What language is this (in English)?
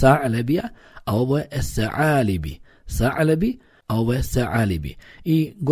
Bosnian